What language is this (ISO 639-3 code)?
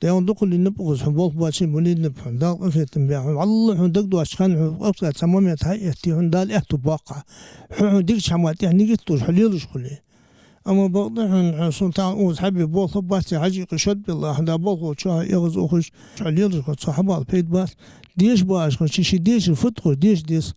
inh